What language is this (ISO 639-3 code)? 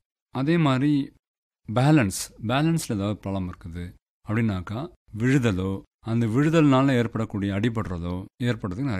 tam